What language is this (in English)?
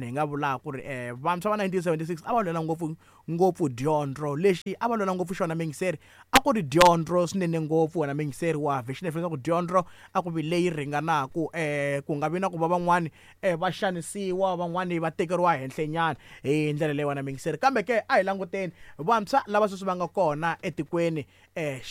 Tsonga